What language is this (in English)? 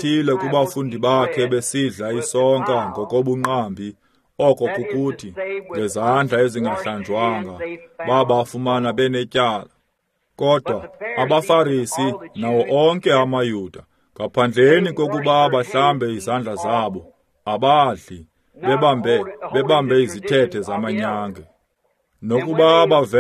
Xhosa